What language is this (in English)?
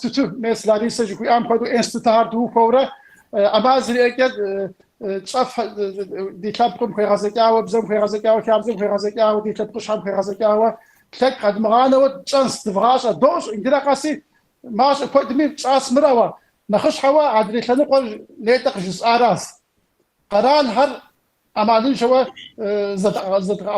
Kabardian